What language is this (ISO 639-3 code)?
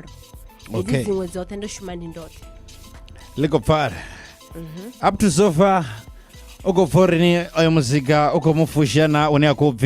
ven